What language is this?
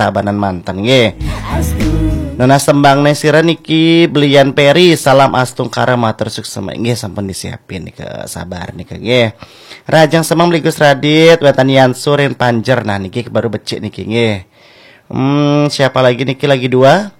Balinese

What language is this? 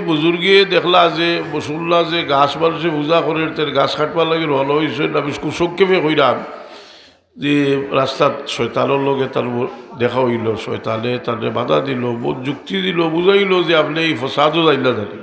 Sylheti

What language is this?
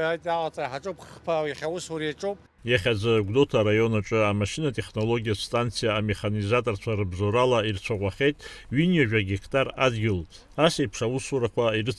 Abkhazian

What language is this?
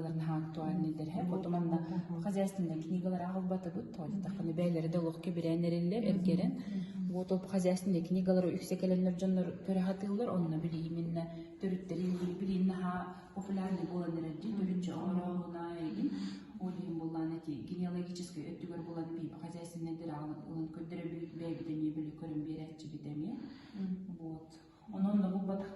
Yakut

